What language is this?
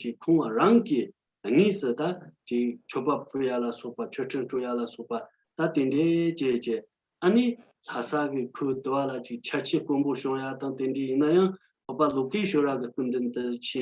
Tibetan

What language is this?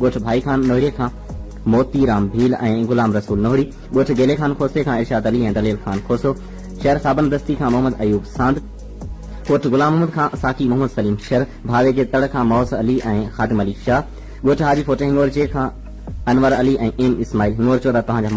Sindhi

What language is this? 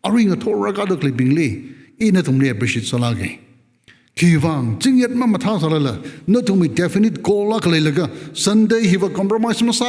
Tangkhul Naga (India)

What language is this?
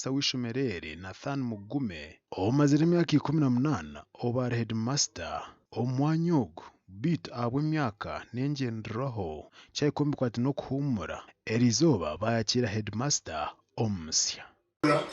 Nyankole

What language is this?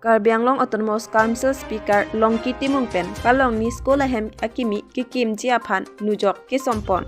Karbi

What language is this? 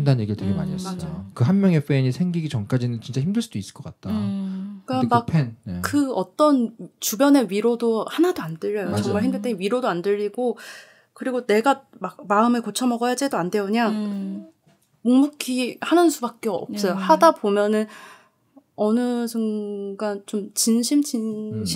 Korean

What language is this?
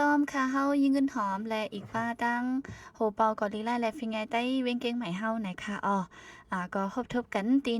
Shan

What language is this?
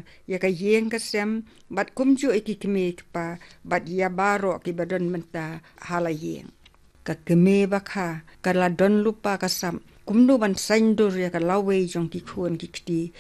Khasi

